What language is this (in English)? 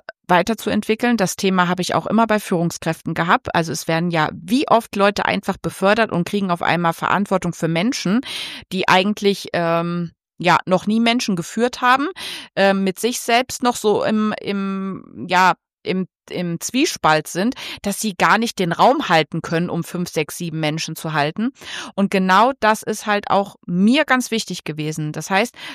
German